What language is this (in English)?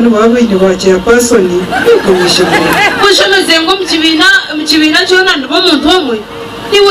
Nyankole